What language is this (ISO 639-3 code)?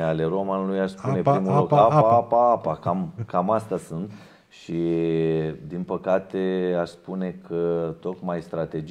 ron